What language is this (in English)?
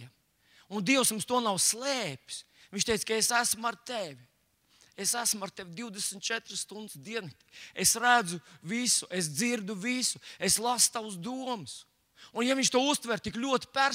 Latvian